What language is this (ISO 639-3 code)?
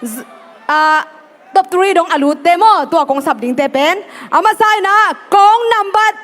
ctd